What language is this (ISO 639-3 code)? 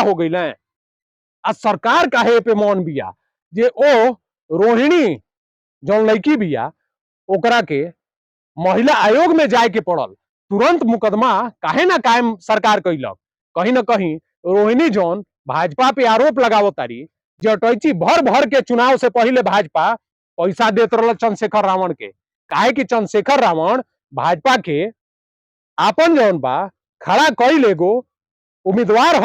bho